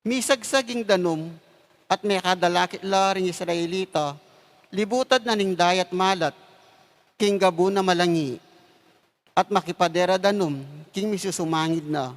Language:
Pampanga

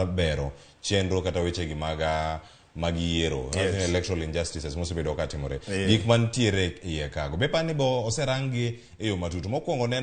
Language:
Luo (Kenya and Tanzania)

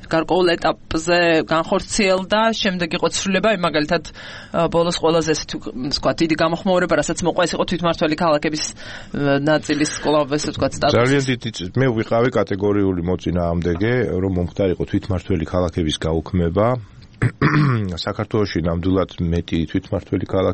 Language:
Georgian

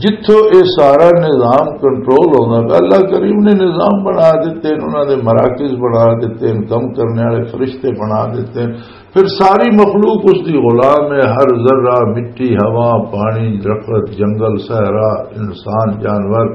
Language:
Western Panjabi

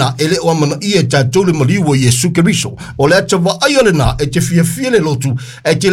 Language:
Samoan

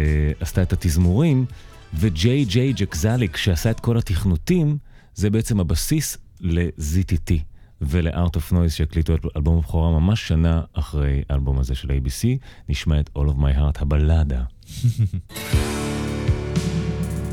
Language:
Hebrew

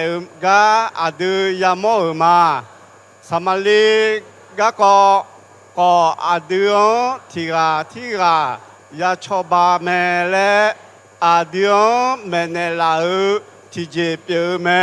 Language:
Akha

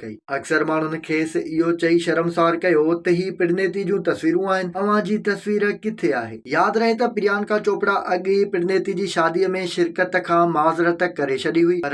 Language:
Sindhi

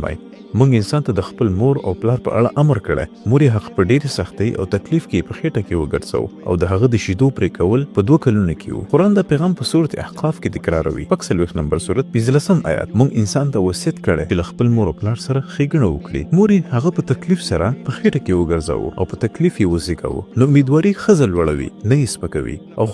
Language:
Pashto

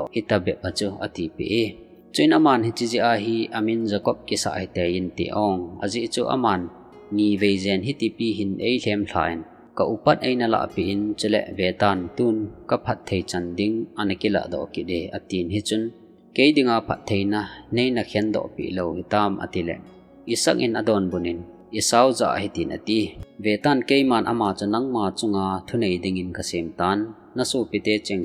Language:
Thado Chin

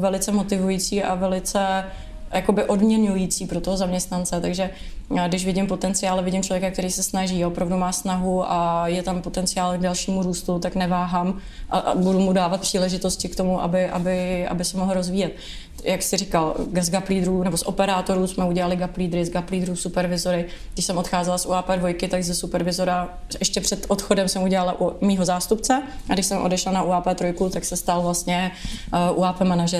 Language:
Czech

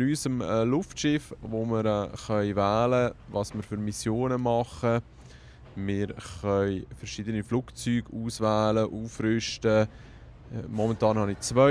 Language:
Swiss German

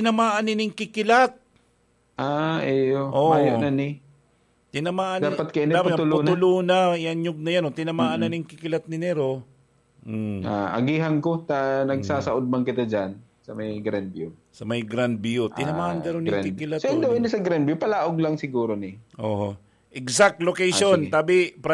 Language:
Bikol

